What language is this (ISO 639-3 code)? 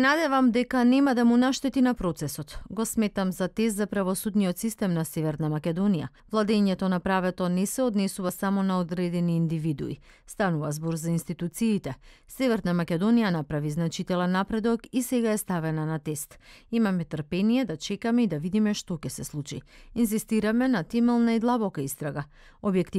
mkd